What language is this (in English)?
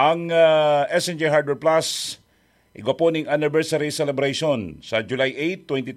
Bikol